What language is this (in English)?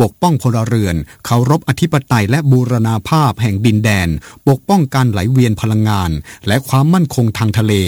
Thai